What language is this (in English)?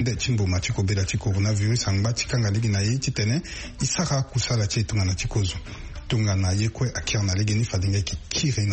Sango